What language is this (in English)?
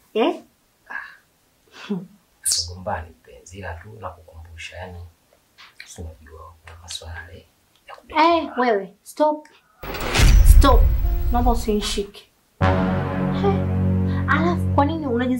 Swahili